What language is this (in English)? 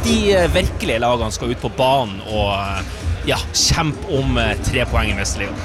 Norwegian